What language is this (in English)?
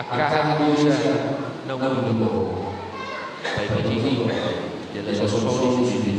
Batak Toba